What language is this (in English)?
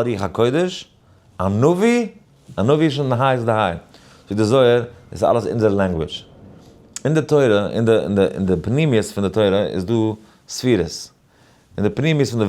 Yiddish